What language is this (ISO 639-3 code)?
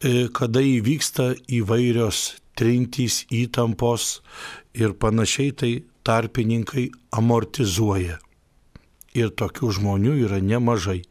lit